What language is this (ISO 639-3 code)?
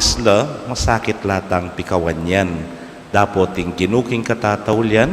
pam